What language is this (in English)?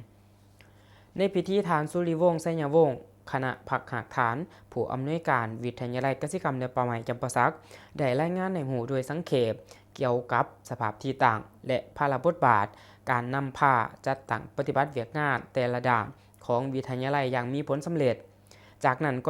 Lao